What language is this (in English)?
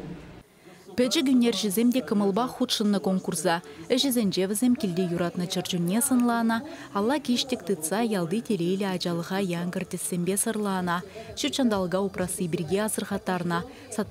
Chuvash